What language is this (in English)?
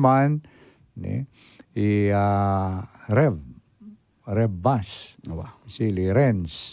Pampanga